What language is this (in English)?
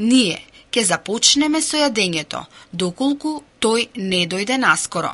Macedonian